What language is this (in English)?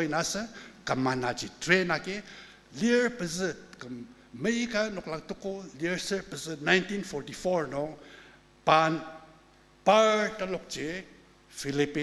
Ao Naga